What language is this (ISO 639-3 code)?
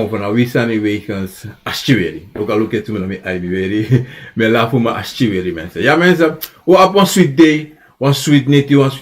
srn